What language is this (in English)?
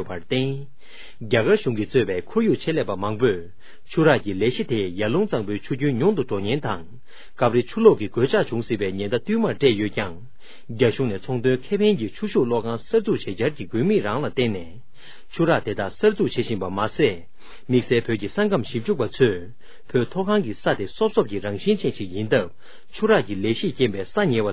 Tibetan